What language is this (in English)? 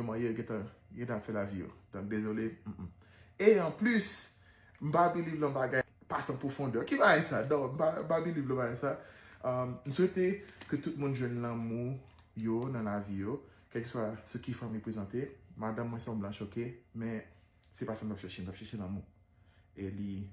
Haitian Creole